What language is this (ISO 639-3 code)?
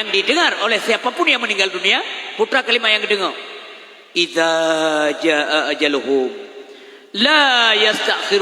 ace